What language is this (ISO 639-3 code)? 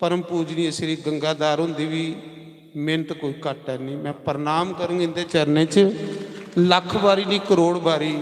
doi